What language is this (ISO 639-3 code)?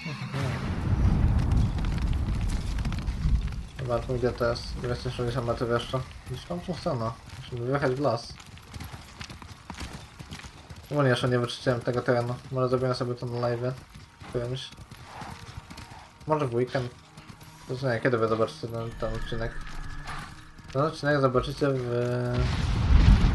pol